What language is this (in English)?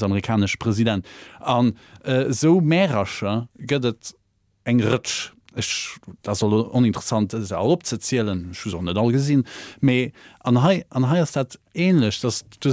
Luxembourgish